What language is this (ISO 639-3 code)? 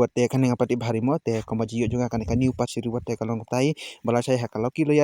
kha